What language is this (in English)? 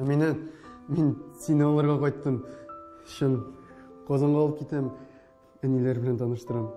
Tatar